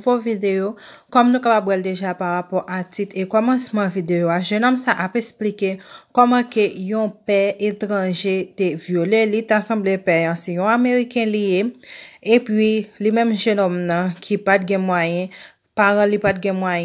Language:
Haitian Creole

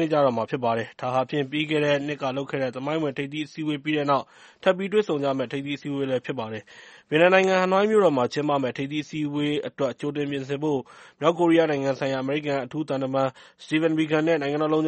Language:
Burmese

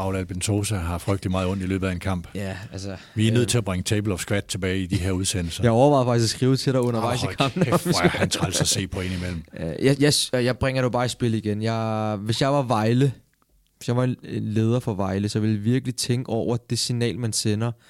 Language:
Danish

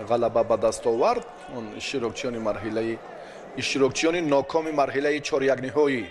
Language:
Tajik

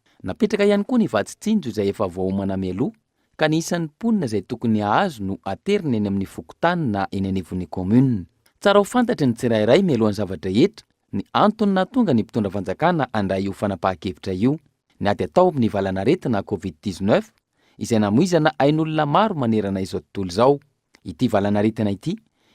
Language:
Malagasy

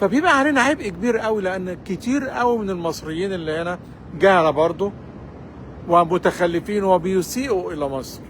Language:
Egyptian Arabic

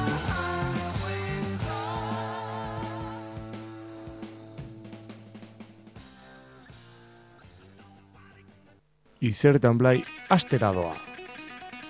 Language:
Basque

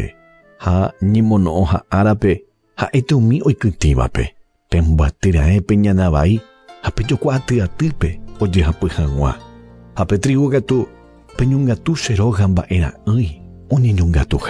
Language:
Guarani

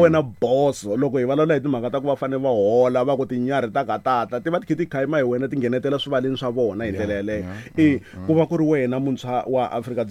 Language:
Tsonga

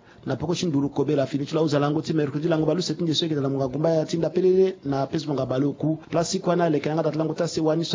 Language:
Sango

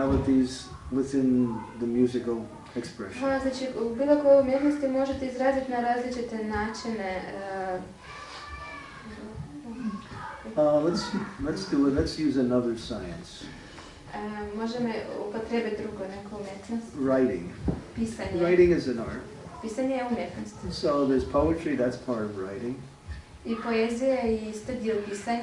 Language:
Croatian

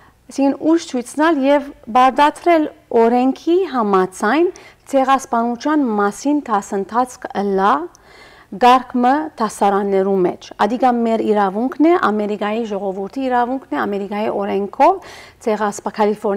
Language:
Western Armenian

